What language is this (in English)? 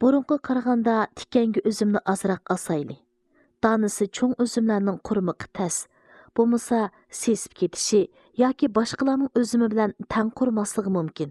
Uyghur